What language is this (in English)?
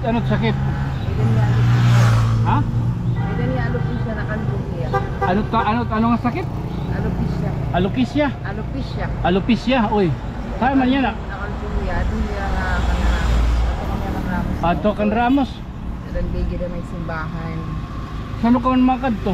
Waray